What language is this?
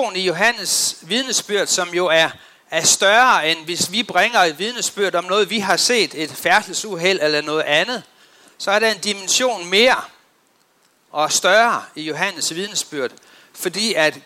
Danish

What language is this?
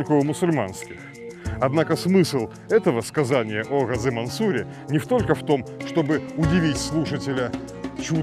Russian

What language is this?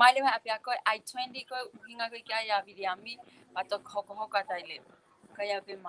Tongan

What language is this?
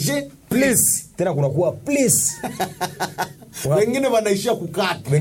Swahili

